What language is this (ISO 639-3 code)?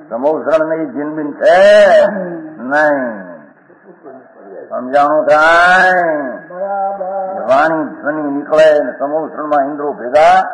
guj